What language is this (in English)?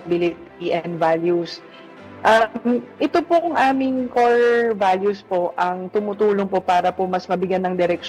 Filipino